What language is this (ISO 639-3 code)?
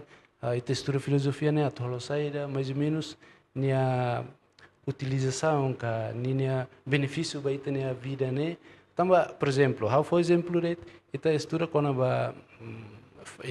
tet